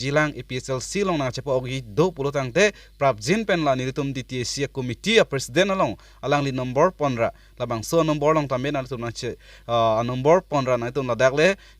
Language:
Karbi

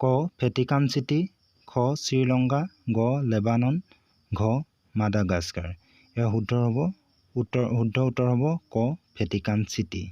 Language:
Assamese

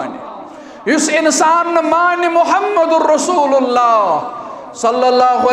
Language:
Kashmiri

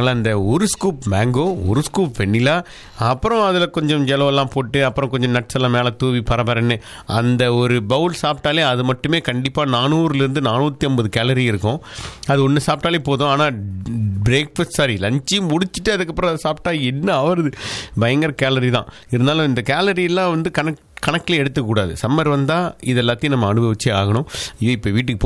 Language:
Tamil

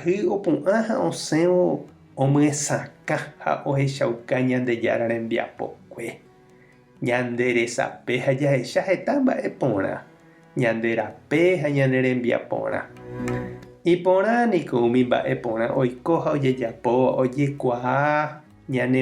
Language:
Guarani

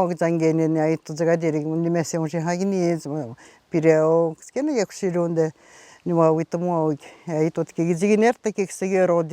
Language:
Atikamekw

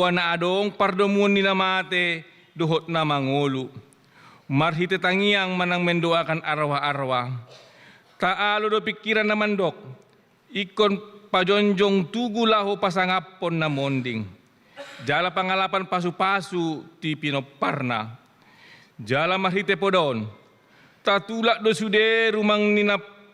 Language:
Batak Toba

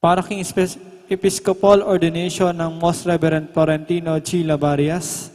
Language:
Pampanga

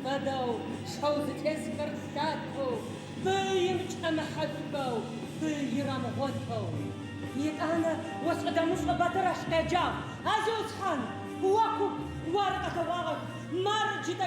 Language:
Adyghe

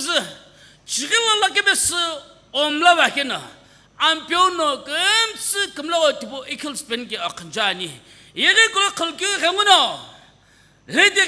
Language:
Sumi Naga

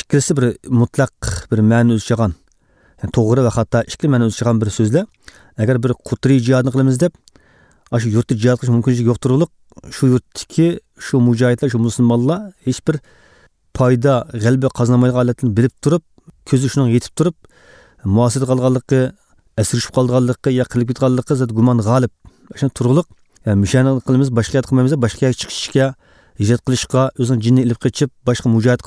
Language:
Uyghur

